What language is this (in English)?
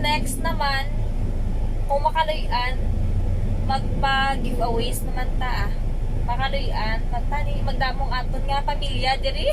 Hiligaynon